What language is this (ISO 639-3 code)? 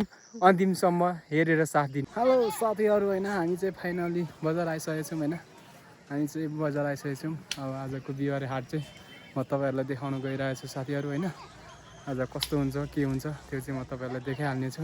nep